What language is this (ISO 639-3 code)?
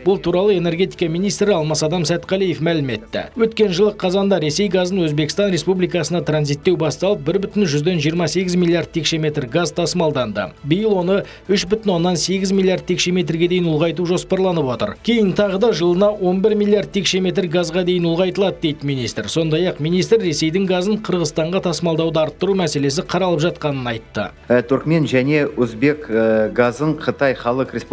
kaz